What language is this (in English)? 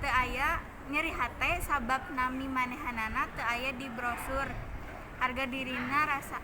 Sundanese